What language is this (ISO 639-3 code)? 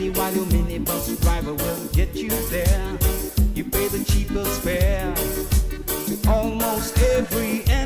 fij